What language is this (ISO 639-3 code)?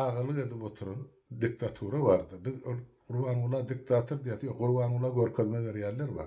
tuk